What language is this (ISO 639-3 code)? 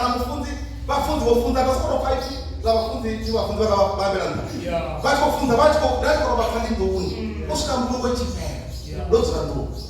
ven